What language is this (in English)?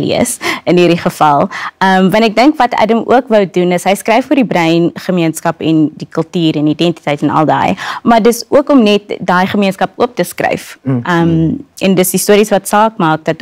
Afrikaans